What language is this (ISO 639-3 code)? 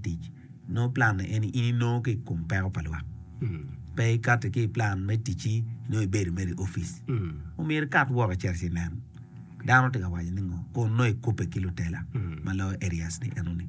ach